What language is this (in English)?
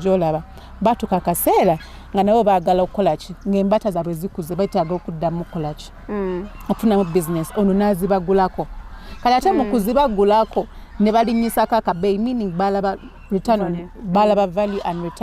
Ganda